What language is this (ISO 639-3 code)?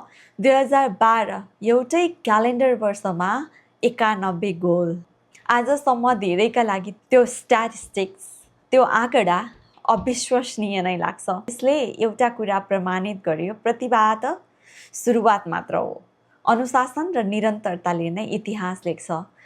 nep